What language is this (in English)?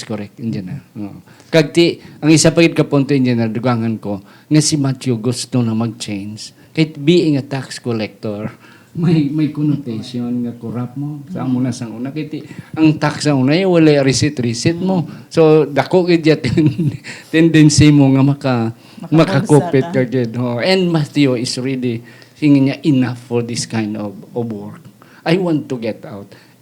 Hiligaynon